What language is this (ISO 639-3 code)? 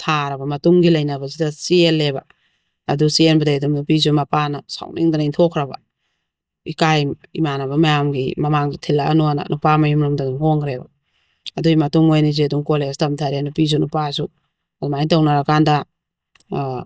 mni